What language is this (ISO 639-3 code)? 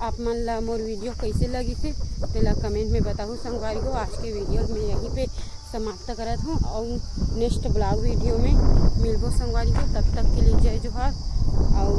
hne